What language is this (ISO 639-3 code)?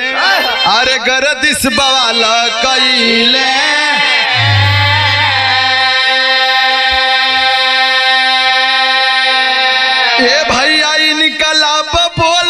bho